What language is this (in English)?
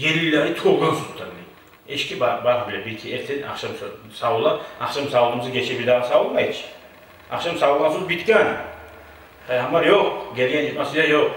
Kumyk